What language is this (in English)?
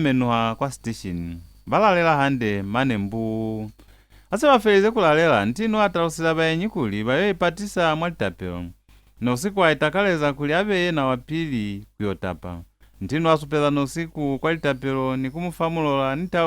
Lozi